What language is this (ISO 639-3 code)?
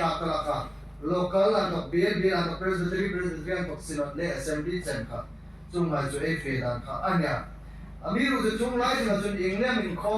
hmr